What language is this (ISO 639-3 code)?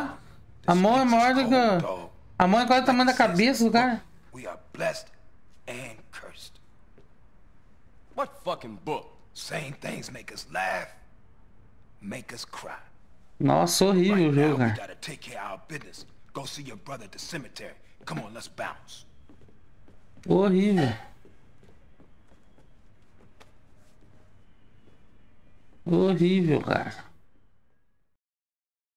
por